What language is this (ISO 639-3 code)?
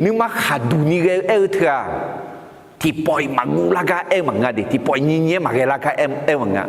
ahk